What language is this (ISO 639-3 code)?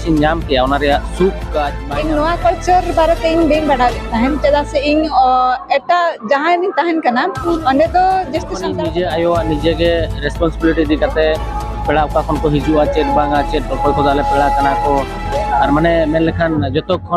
sat